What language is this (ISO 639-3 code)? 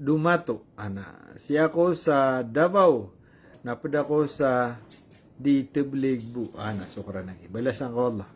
mrw